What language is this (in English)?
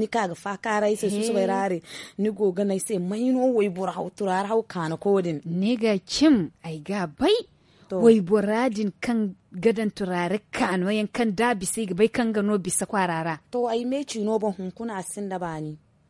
Zarma